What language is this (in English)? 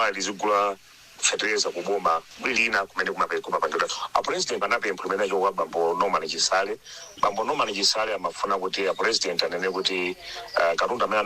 Nyanja